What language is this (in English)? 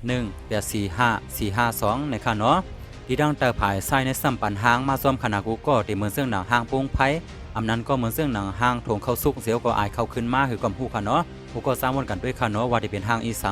Shan